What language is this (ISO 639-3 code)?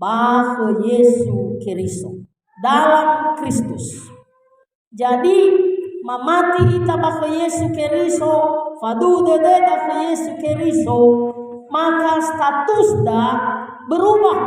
nia